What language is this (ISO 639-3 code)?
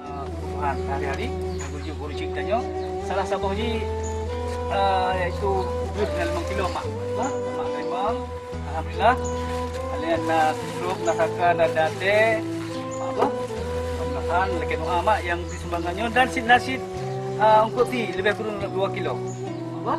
ace